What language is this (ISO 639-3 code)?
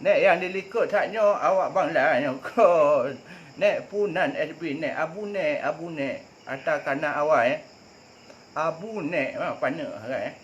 ace